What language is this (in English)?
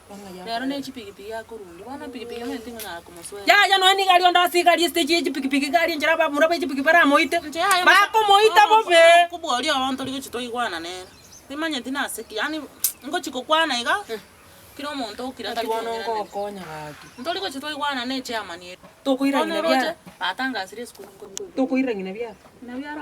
Gusii